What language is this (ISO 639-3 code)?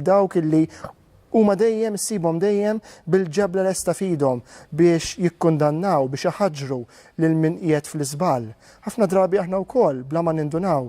mlt